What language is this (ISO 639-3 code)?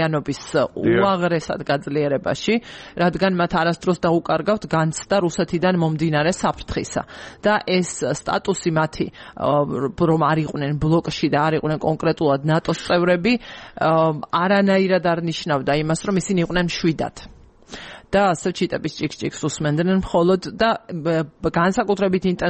kat